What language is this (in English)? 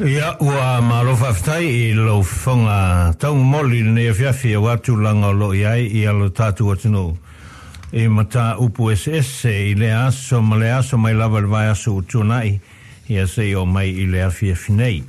Samoan